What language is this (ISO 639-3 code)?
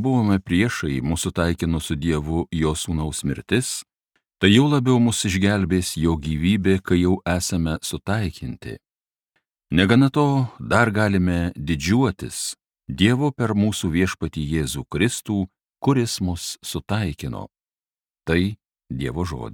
lit